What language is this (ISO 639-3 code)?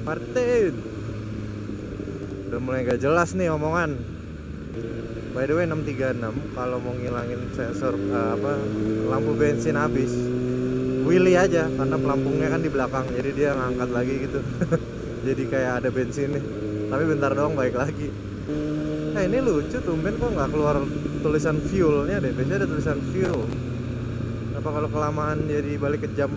ind